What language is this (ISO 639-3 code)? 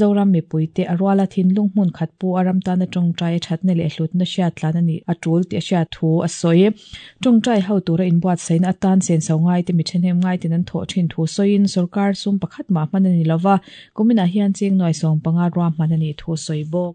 lus